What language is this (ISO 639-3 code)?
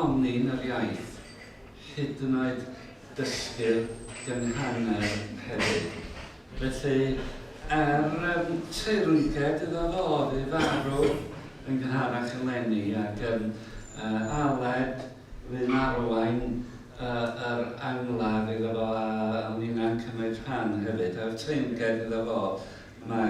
cym